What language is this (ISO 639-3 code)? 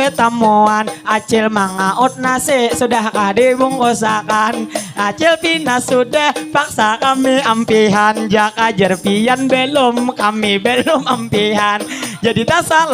bjn